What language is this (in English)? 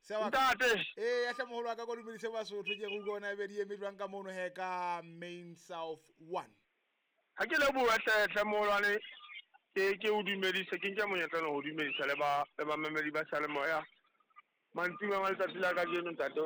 Southern Sotho